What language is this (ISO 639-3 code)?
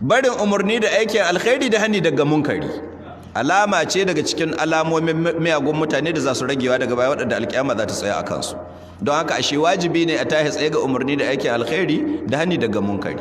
hau